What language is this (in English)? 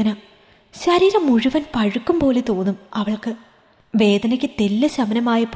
Malayalam